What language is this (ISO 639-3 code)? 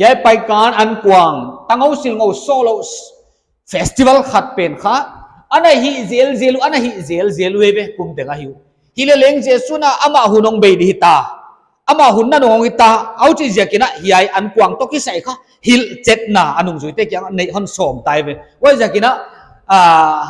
pck